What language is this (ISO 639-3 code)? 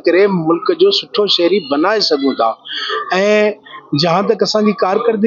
snd